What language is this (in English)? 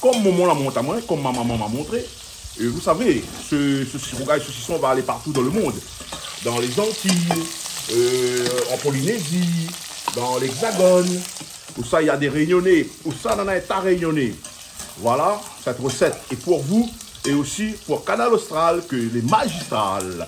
Réunion Creole French